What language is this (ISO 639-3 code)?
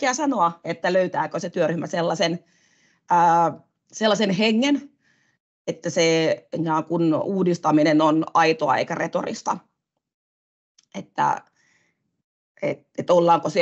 fin